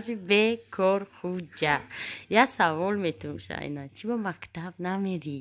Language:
Tajik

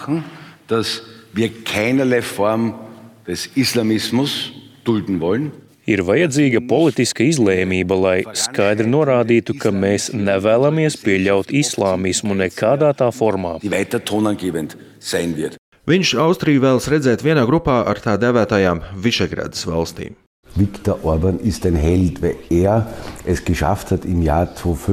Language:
Latvian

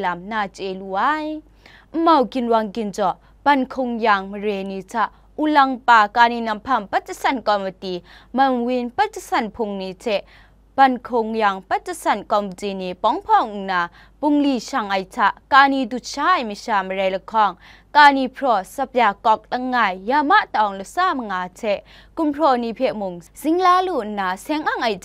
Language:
Kachin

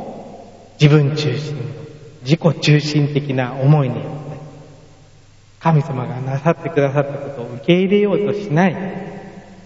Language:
Japanese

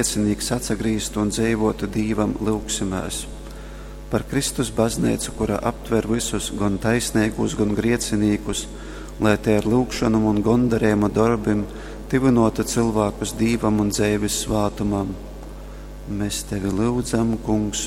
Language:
Latgalian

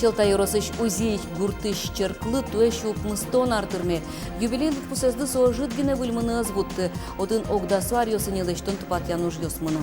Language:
Udmurt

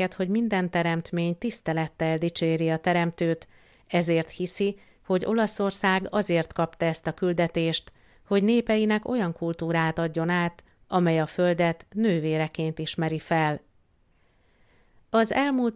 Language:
Hungarian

